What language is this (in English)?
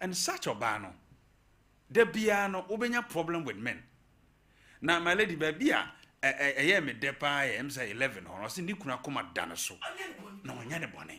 Akan